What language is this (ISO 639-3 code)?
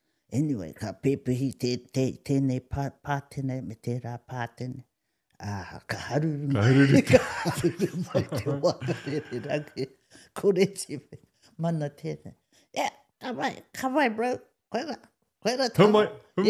mri